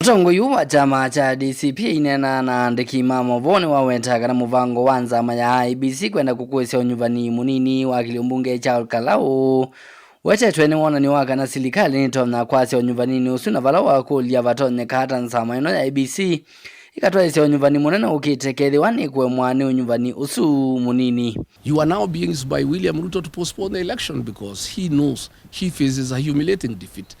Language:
Kamba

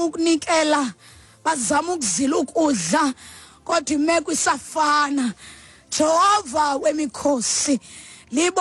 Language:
Xhosa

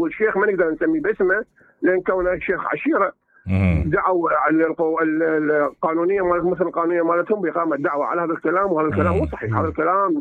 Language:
Mesopotamian Arabic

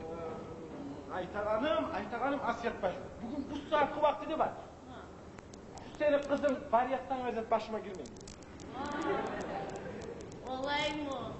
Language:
Kumyk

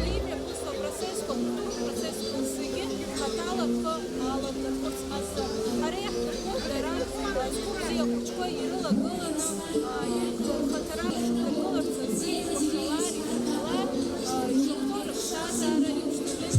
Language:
Abkhazian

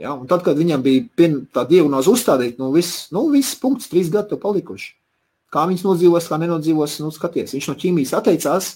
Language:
Latvian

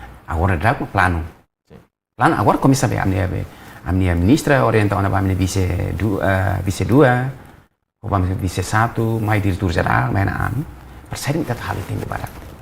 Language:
Tetum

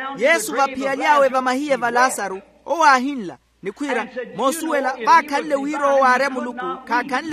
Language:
Makhuwa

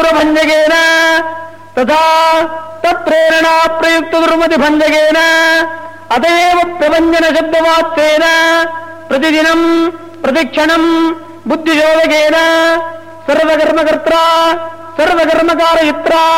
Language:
Sanskrit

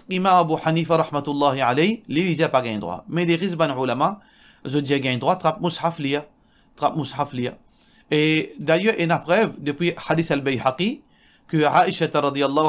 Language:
Morisyen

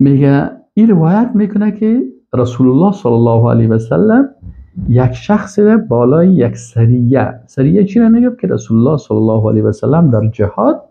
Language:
Persian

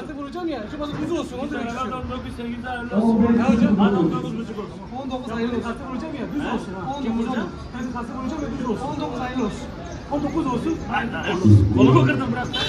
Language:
Turkish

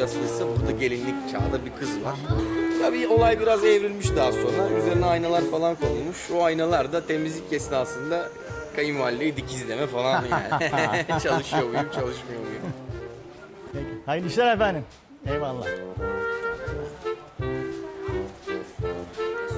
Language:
Turkish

